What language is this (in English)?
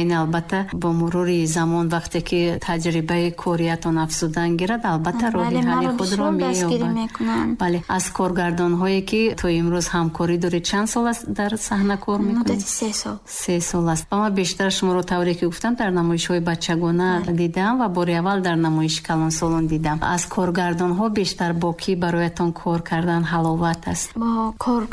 Tajik